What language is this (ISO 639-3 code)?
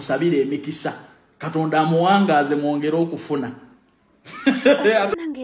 lug